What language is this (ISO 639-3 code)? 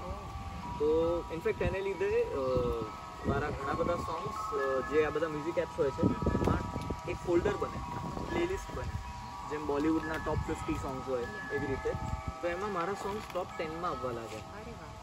guj